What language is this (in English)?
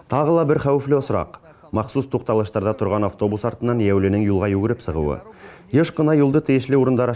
Bashkir